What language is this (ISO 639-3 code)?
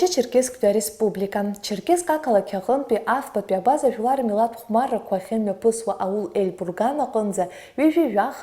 abk